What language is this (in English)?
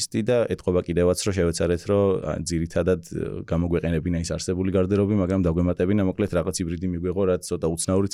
Georgian